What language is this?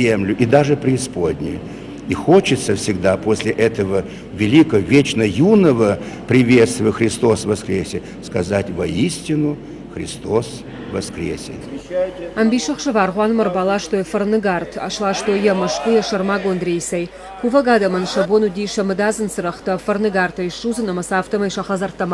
Ossetic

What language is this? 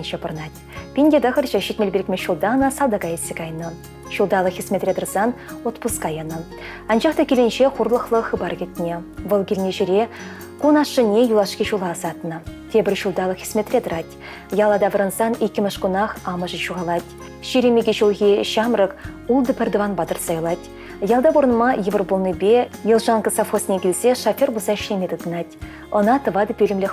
Chuvash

